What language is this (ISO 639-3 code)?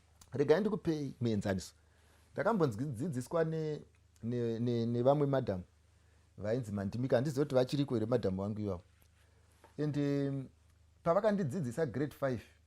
sna